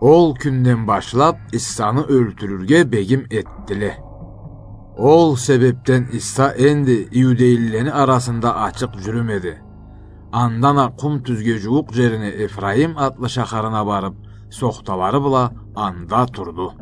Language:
Karachay-Balkar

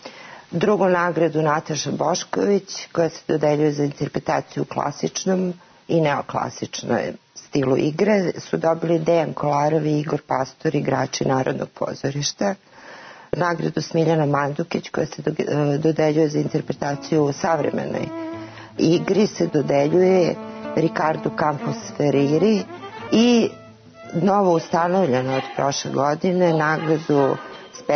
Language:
Serbian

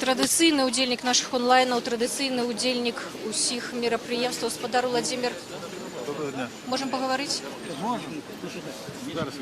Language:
Belarusian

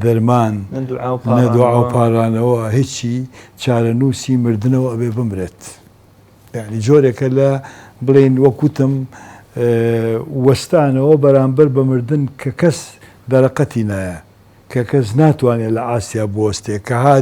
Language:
Central Kurdish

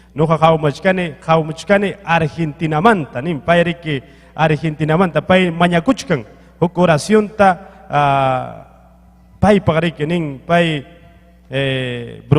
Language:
Ayacucho Quechua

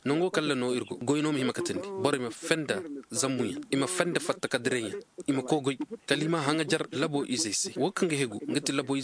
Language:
Koyraboro Senni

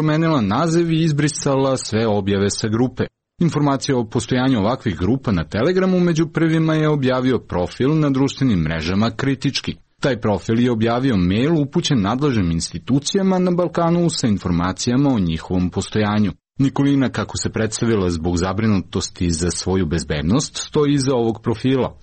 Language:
Serbian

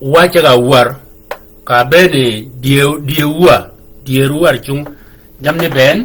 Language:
Shilluk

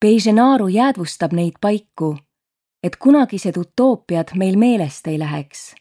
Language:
Estonian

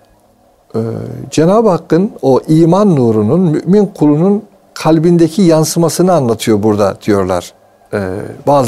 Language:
Turkish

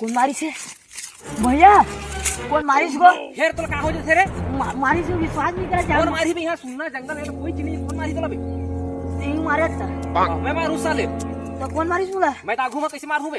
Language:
Chhattisgarhi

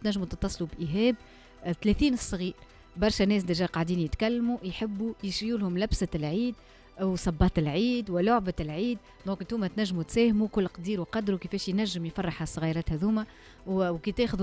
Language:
Tunisian Arabic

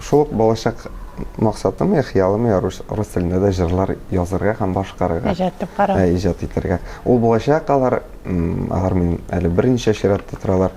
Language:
Tatar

